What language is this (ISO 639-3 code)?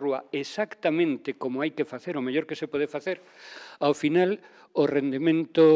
glg